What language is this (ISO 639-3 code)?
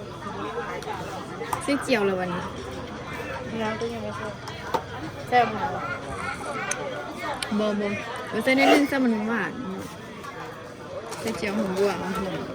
lao